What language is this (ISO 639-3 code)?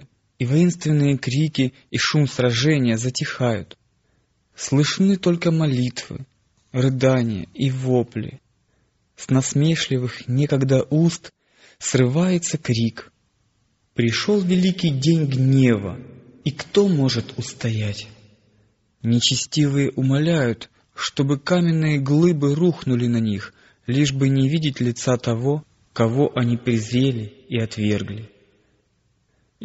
rus